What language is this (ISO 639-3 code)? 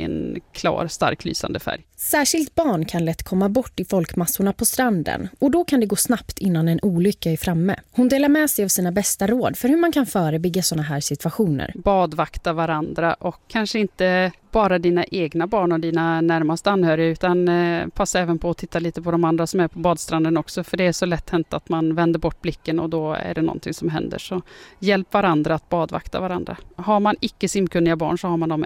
swe